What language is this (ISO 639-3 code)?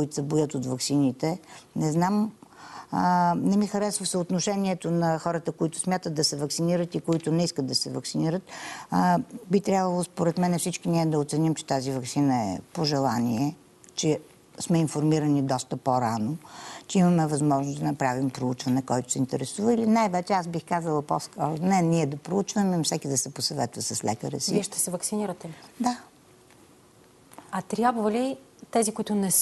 bul